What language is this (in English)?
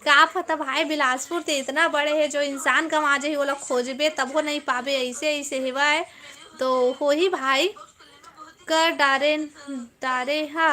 Chhattisgarhi